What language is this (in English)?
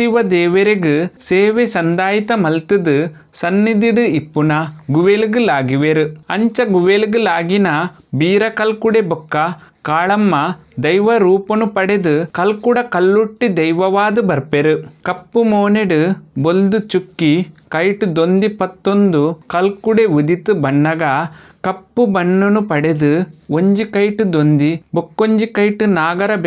Tulu